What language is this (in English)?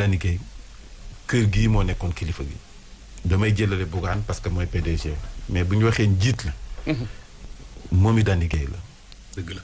Wolof